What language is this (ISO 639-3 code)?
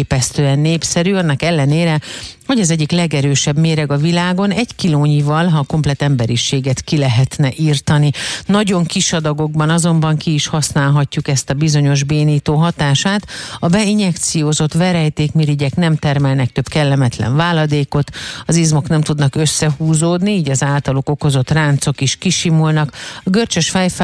hun